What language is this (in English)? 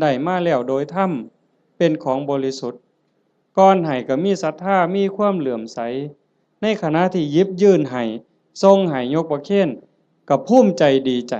Lao